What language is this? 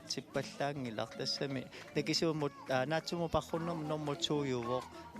Kalaallisut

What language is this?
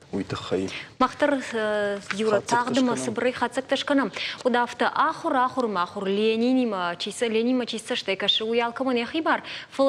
Ossetic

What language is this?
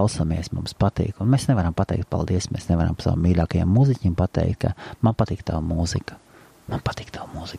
Latvian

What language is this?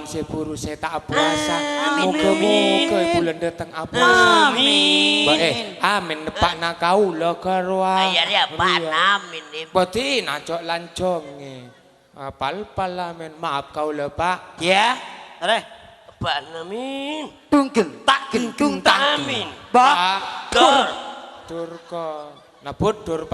Madurese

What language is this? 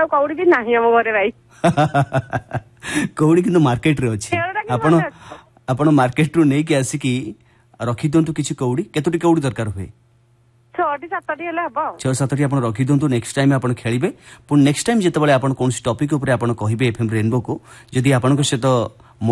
Odia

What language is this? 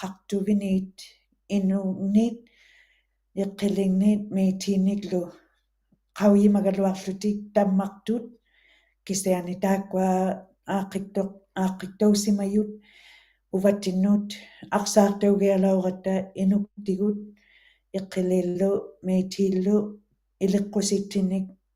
Western Canadian Inuktitut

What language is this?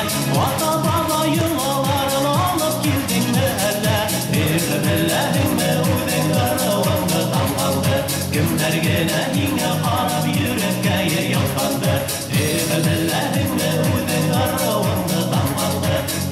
Bashkir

